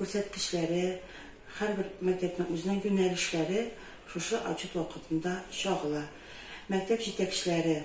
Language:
Tatar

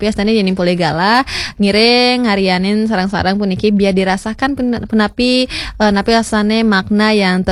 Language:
Balinese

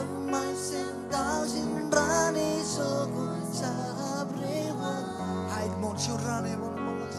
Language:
Marshallese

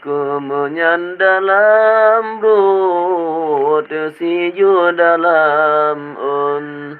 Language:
Achinese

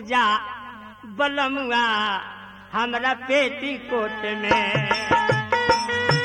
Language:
Bhojpuri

